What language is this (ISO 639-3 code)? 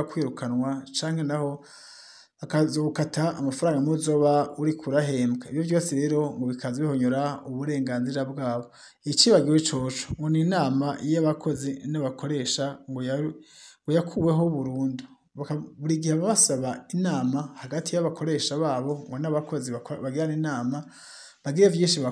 run